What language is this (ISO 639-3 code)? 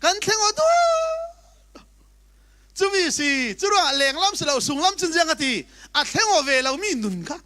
cfm